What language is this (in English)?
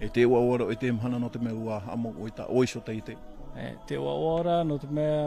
Tahitian